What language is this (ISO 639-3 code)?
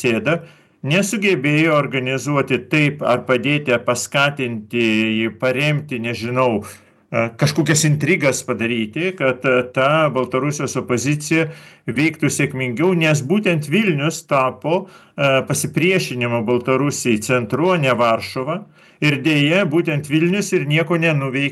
lit